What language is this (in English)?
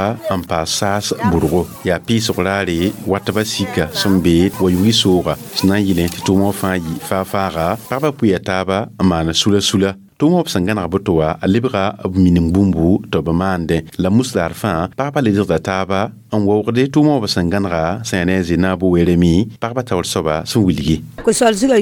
Mossi